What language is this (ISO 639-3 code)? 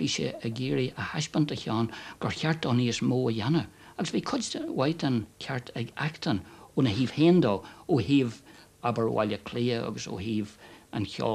gle